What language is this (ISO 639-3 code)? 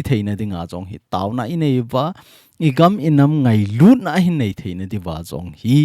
tcz